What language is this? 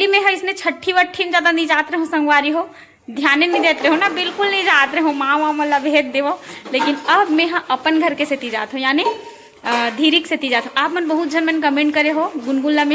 Chhattisgarhi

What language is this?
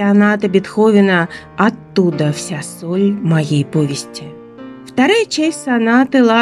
Russian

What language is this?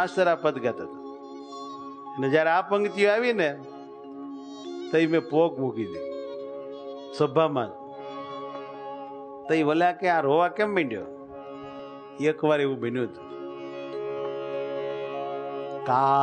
Gujarati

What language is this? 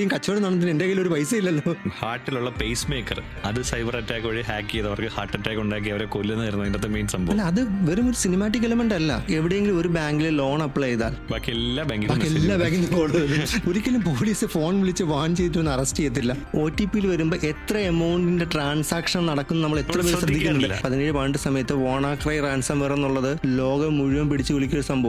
Malayalam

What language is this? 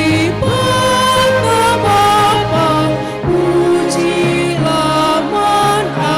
Batak Karo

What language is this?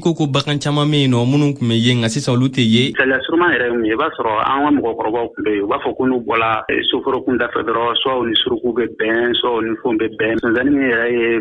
Bambara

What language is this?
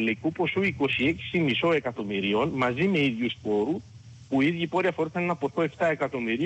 Greek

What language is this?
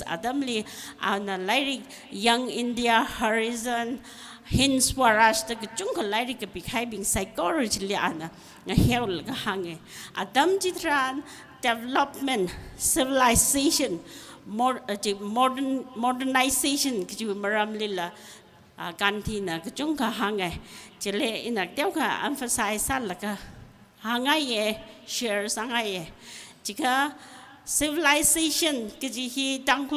Tangkhul Naga (India)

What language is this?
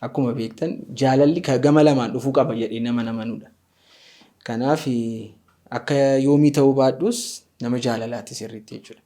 Oromo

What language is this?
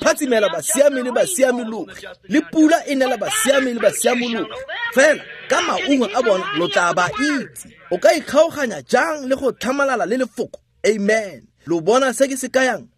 Tswana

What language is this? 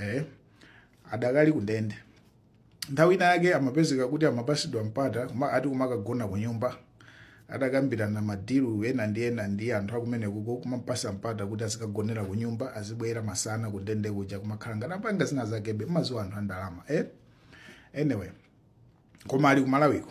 Nyanja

